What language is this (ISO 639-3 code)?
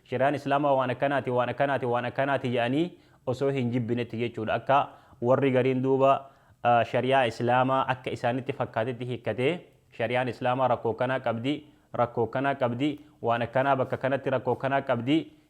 orm